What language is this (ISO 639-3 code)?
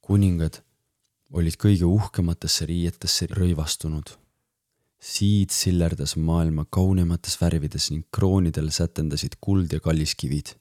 est